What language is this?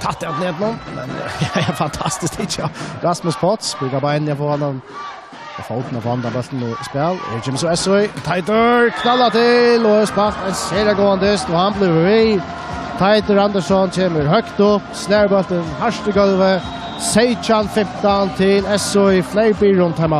Faroese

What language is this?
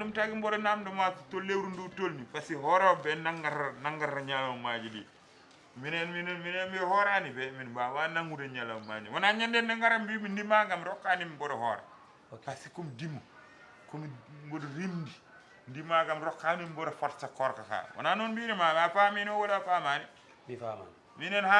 Fula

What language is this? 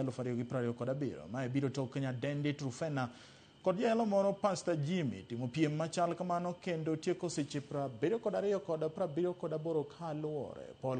Luo (Kenya and Tanzania)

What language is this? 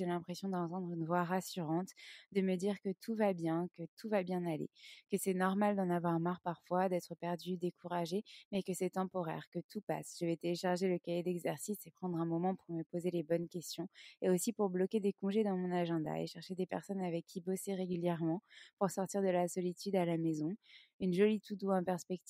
French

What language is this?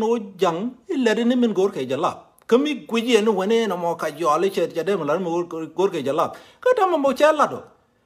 Nuer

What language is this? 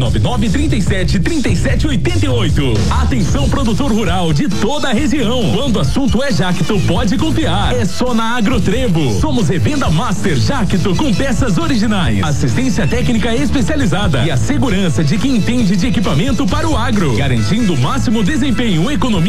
Portuguese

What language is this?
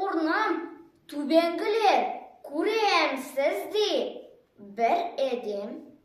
Tatar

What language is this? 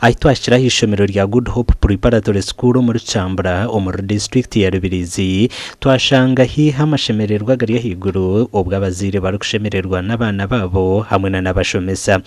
Nyankole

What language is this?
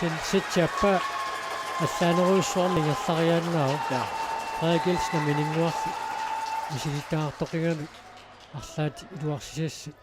Kalaallisut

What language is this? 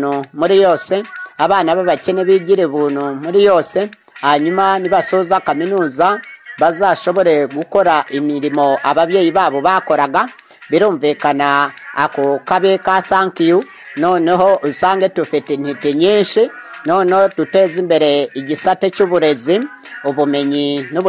Kinyarwanda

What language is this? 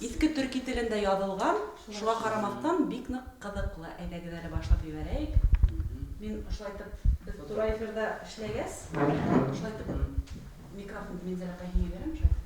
Bashkir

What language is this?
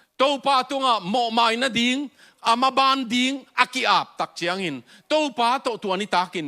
Tedim Chin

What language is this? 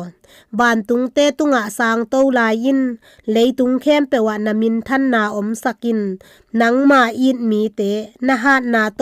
Tedim Chin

